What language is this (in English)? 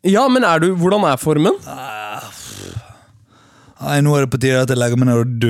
Norwegian